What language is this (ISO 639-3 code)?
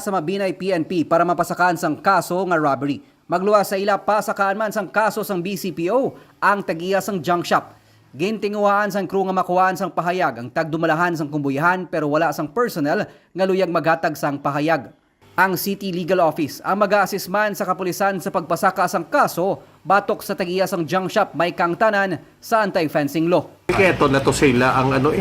hil